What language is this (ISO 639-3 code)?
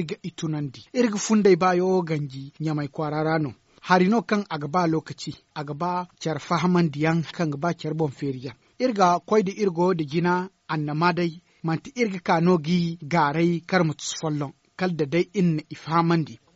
dje